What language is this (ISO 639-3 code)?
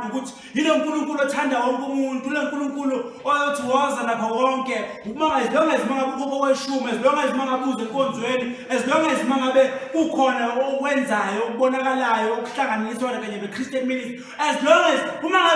zul